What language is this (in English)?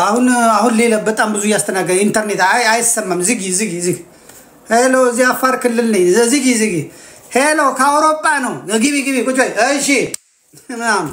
Amharic